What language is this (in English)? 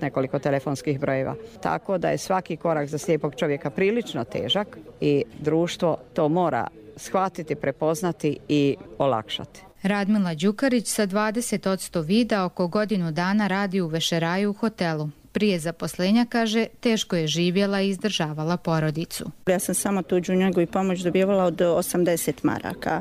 Bosnian